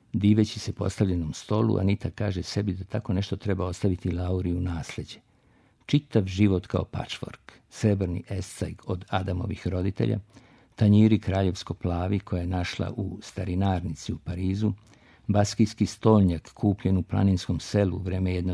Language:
Serbian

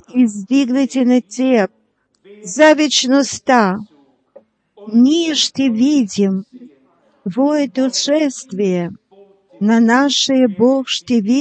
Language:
Bulgarian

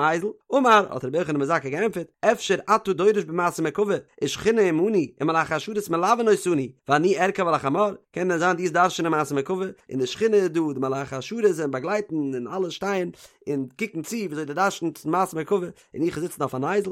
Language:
Yiddish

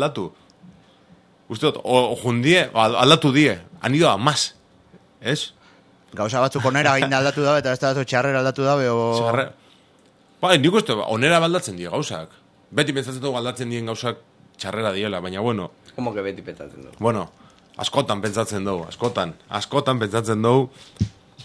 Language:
Basque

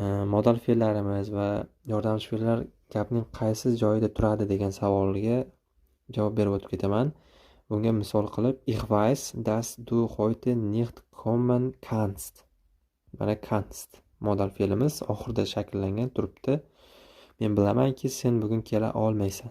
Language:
Uzbek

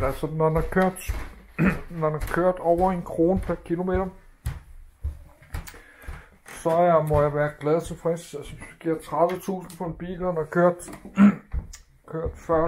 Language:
Danish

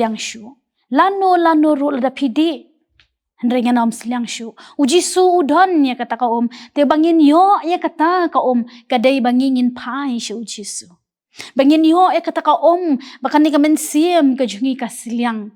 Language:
Khasi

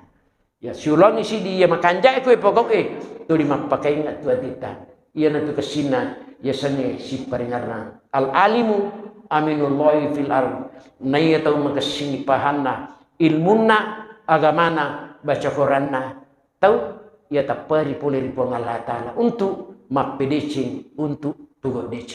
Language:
Buginese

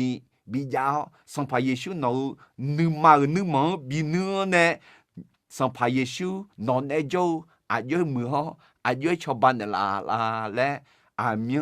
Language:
Akha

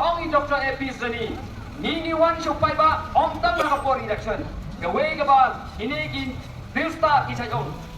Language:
Khasi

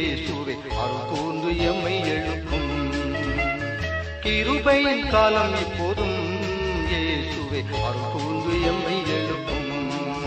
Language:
Tamil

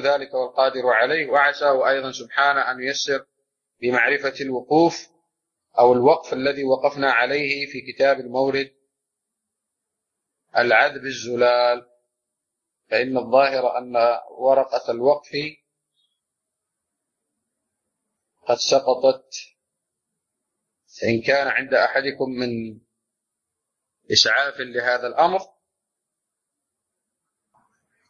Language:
Arabic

